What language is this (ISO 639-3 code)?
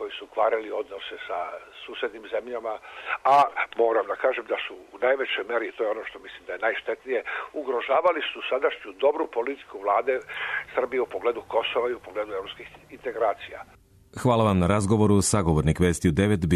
srp